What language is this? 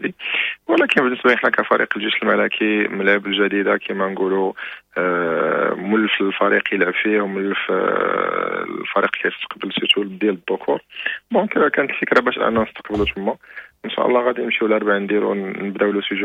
Moroccan Arabic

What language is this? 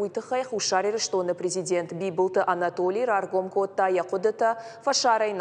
Ossetic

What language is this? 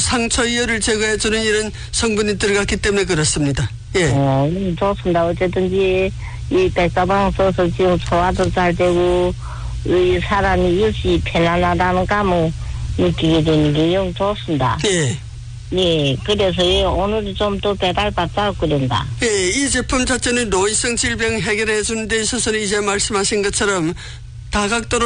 Korean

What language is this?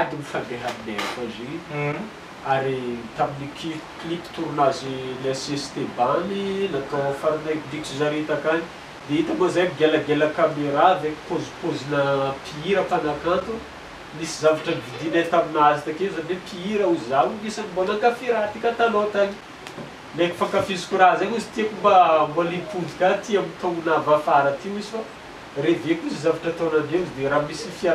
Malagasy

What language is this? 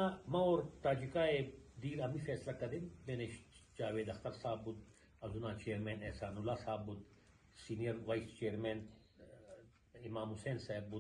Persian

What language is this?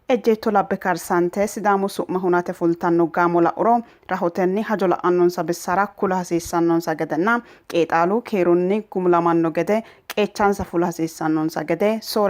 Sidamo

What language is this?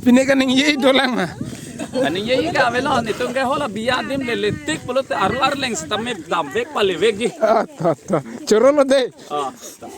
Karbi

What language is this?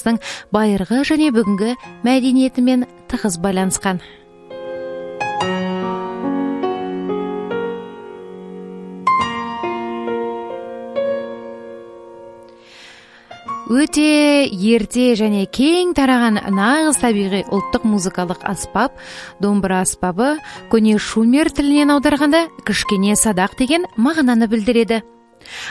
Kazakh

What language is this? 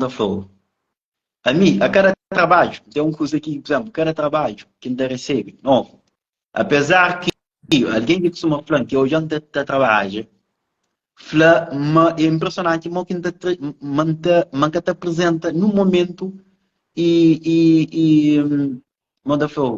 Kabuverdianu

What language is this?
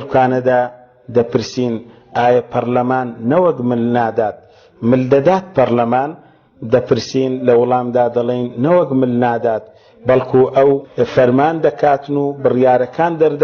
Central Kurdish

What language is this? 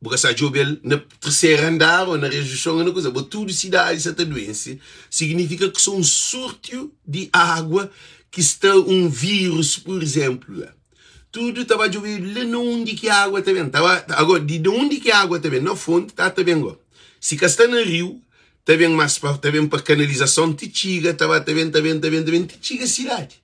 Kabuverdianu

